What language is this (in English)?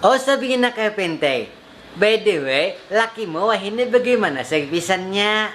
Banjar